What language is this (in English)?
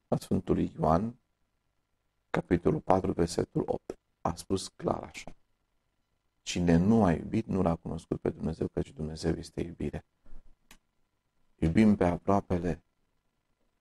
Romanian